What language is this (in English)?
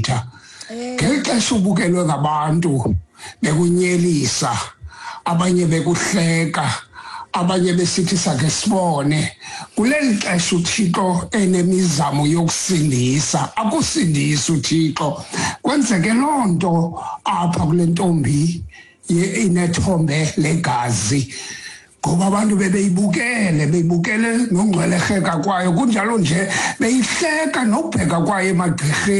Xhosa